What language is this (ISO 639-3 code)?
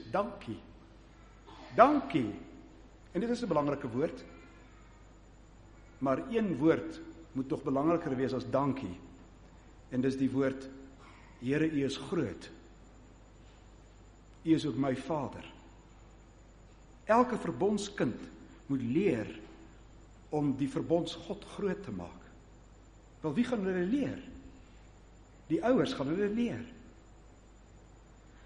afr